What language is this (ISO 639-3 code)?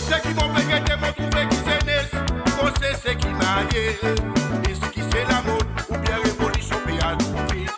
mfe